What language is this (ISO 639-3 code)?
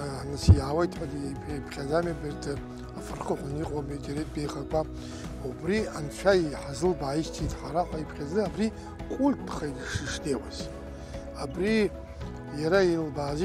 abk